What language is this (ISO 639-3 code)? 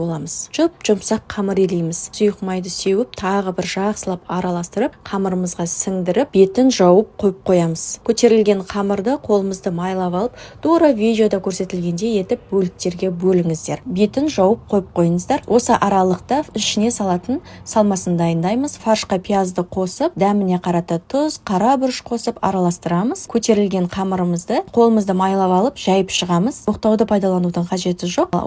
kaz